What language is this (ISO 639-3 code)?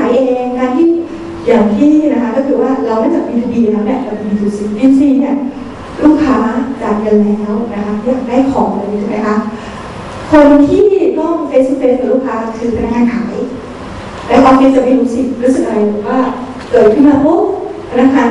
tha